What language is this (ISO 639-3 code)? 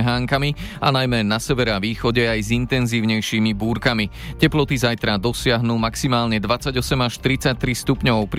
slk